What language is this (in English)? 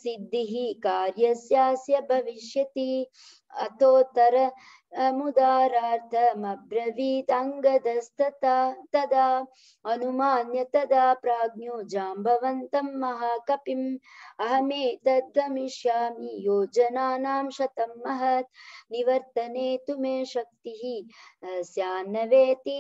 Sanskrit